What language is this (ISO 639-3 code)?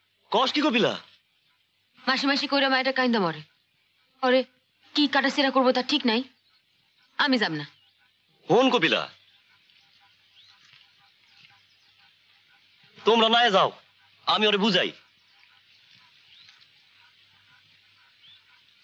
ben